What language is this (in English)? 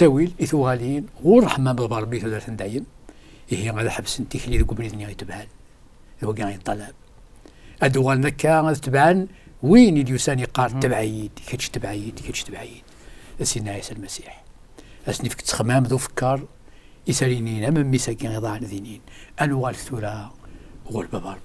Kabyle